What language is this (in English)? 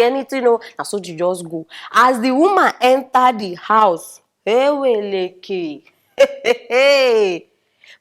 Nigerian Pidgin